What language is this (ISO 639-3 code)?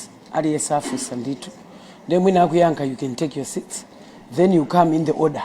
nya